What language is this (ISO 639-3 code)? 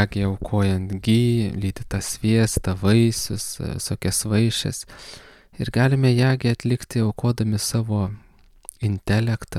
lit